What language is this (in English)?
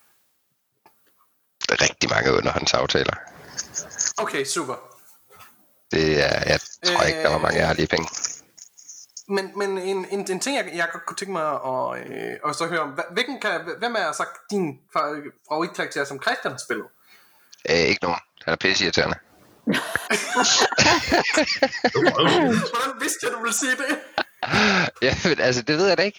Danish